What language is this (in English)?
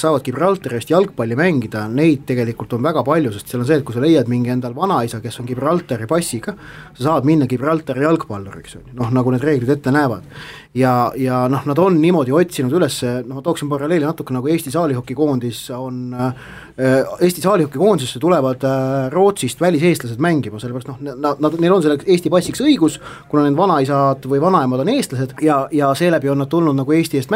Estonian